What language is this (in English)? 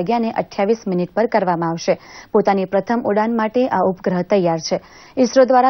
Gujarati